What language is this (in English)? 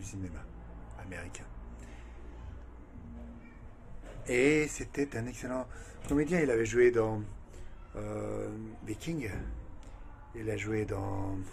French